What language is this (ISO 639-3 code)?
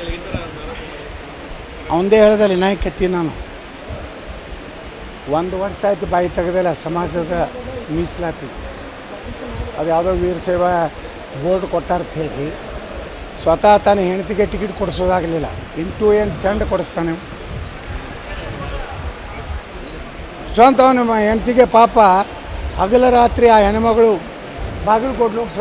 kan